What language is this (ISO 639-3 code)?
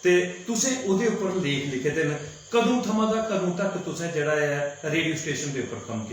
doi